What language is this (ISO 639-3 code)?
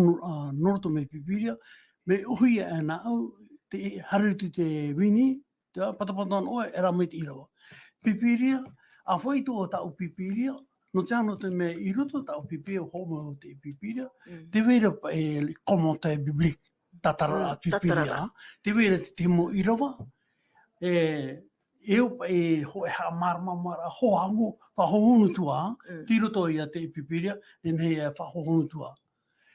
tah